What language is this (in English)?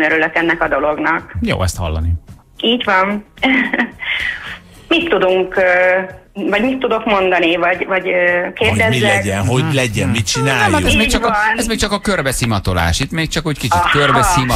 Hungarian